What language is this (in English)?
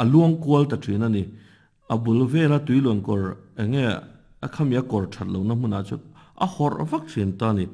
Mizo